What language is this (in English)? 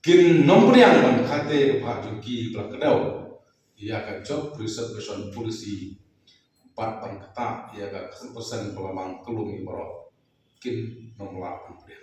Khasi